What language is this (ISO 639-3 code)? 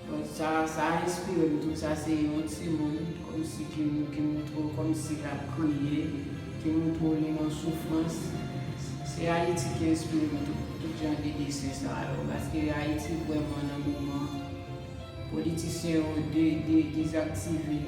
hat